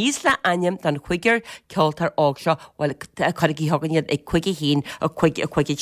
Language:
Irish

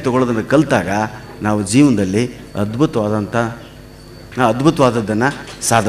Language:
Kannada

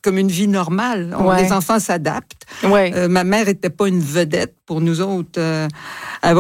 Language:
French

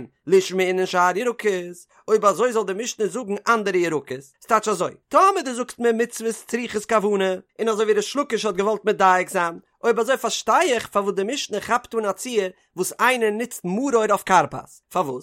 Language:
Yiddish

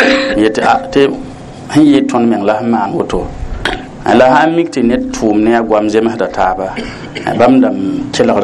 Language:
Mossi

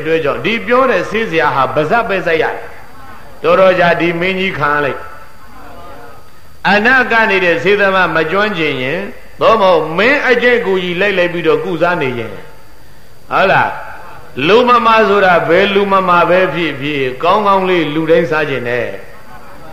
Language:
Burmese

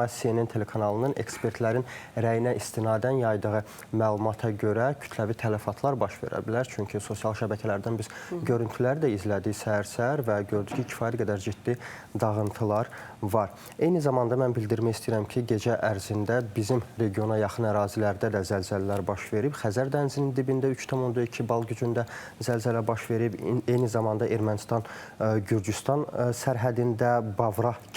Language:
Azerbaijani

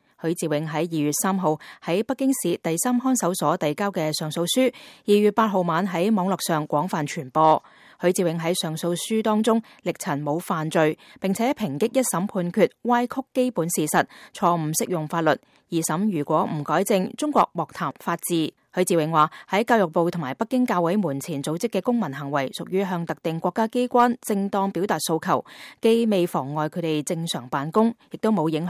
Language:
Cantonese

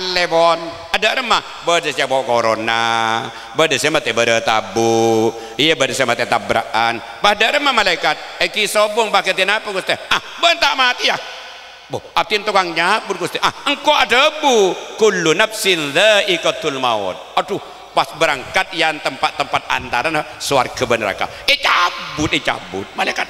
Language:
Madurese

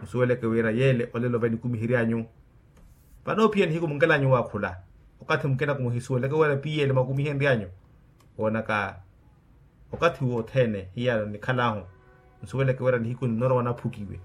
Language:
Makhuwa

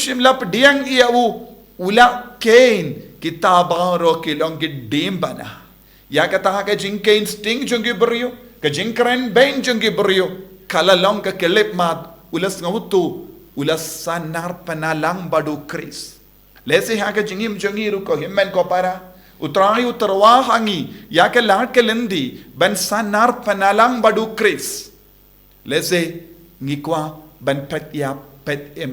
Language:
Khasi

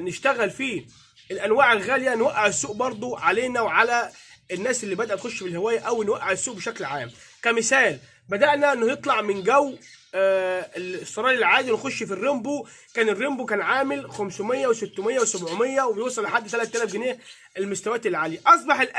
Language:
Egyptian Arabic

